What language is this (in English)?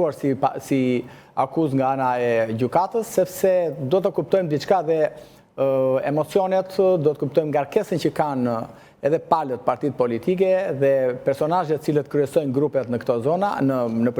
Albanian